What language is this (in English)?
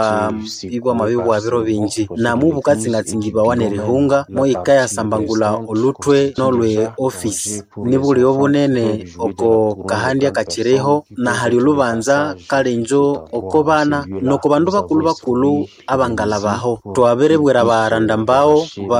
Nande